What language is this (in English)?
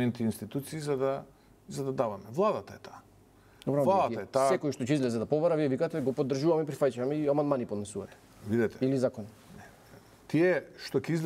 Macedonian